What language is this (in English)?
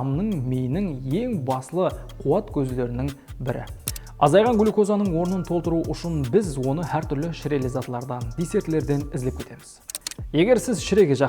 Kara-Kalpak